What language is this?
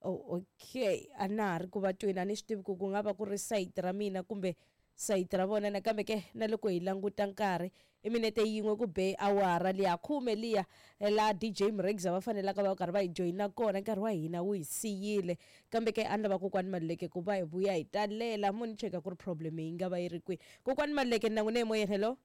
Tsonga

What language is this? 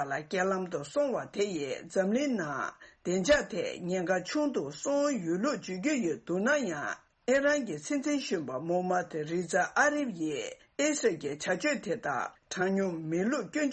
Tibetan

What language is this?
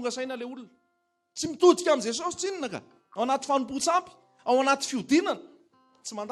Malagasy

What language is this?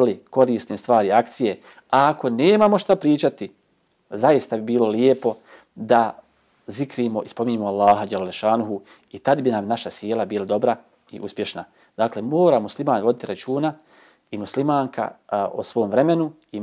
Bosnian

